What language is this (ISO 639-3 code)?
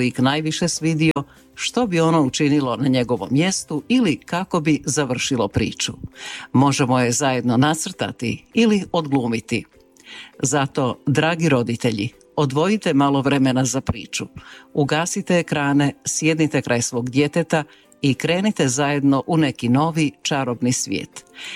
hrv